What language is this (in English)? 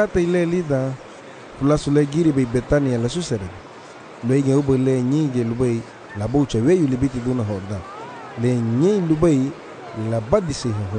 Garifuna